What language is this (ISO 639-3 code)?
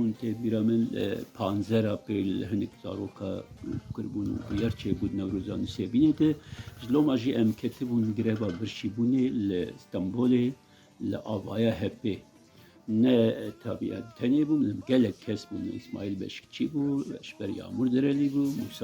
kur